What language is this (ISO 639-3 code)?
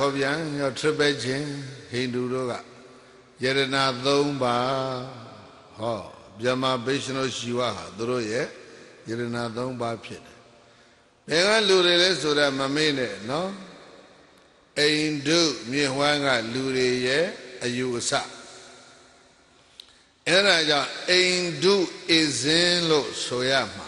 mya